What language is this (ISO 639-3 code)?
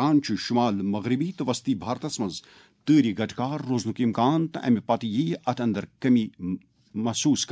kas